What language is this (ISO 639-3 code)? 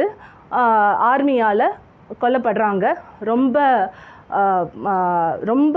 tam